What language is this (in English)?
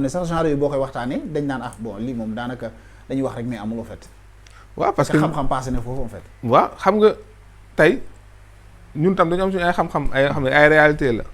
Wolof